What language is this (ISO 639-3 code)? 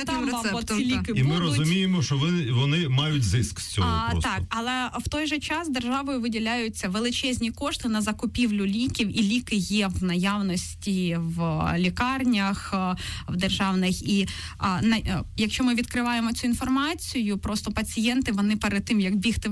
ukr